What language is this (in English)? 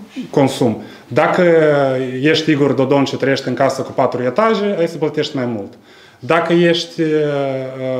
Romanian